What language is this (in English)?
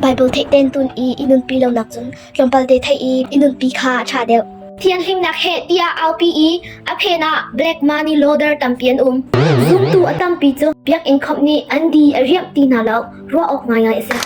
Hakha Chin